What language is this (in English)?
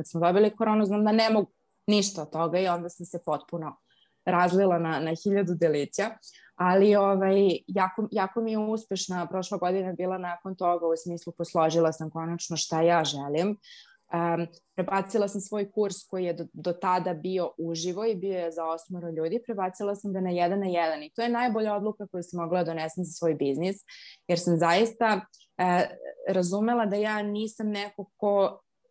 Serbian